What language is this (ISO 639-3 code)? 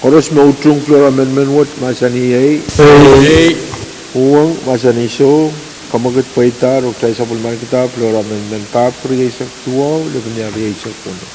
pon